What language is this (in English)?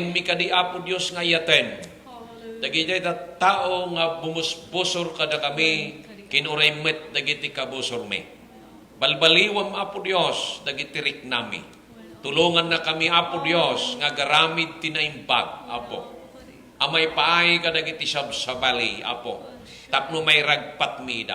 Iloko